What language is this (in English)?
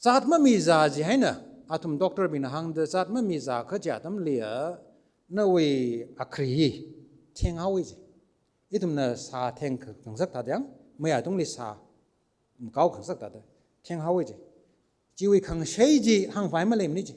Tangkhul Naga (India)